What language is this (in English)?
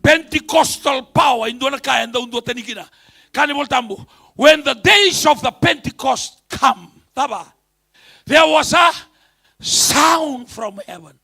Fijian